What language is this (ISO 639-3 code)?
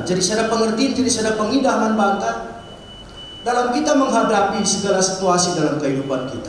btx